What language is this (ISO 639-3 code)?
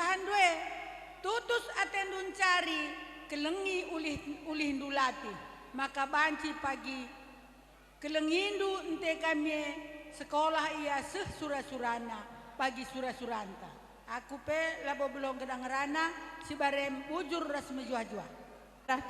btx